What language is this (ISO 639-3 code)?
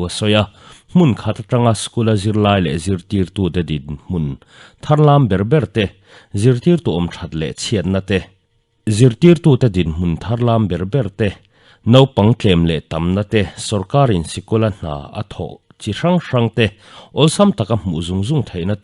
lus